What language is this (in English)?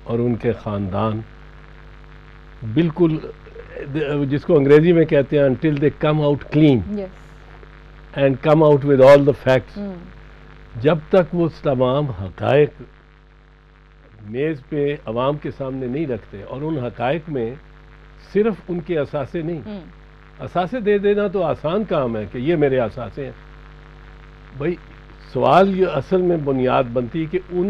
Urdu